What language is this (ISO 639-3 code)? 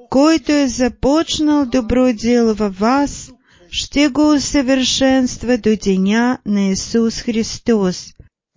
bul